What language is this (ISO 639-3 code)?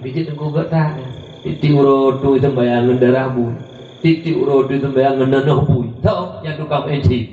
ace